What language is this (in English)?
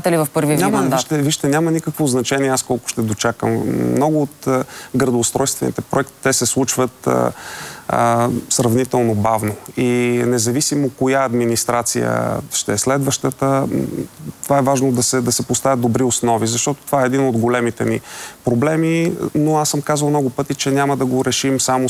Bulgarian